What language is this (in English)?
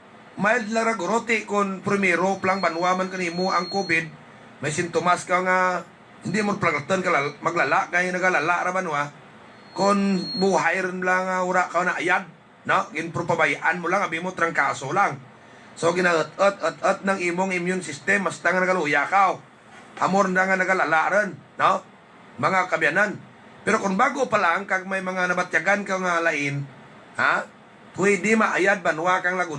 Hiligaynon